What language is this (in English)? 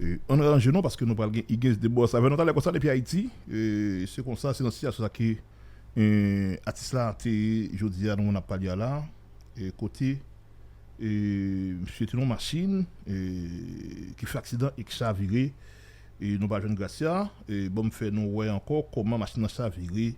Haitian Creole